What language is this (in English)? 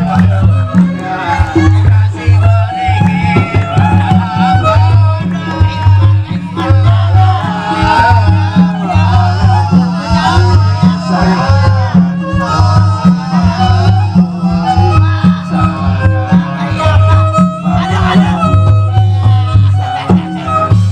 Banjar